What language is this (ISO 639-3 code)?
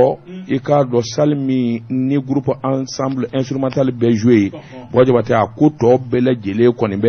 bam